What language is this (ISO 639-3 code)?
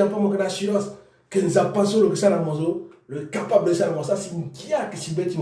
sag